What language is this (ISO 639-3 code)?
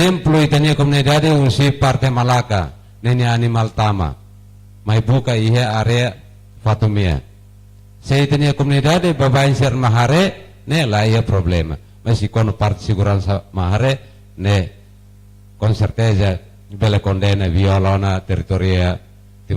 tet